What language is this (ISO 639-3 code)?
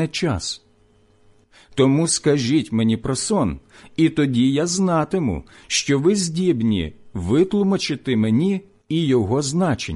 ukr